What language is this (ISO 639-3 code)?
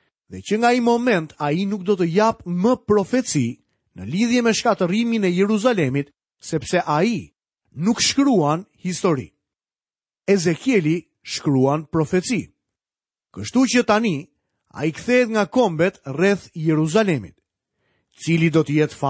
sqi